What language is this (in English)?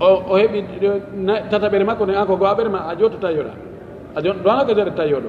Pular